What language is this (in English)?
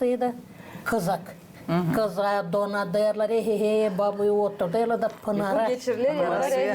Gagauz